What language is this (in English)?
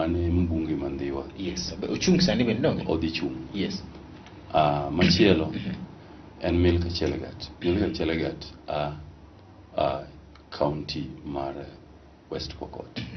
Luo (Kenya and Tanzania)